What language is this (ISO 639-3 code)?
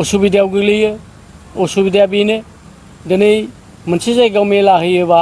brx